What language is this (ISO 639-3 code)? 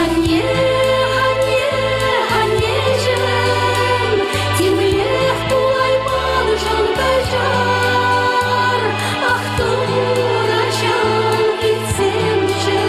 chv